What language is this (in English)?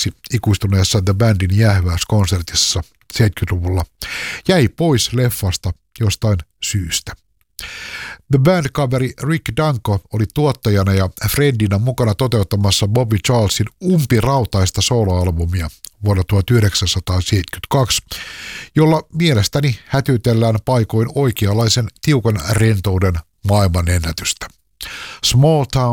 Finnish